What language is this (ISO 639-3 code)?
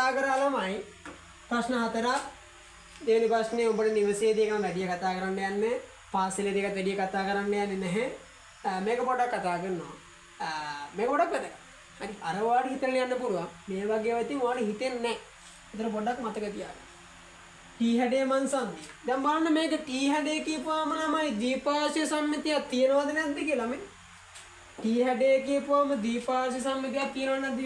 sin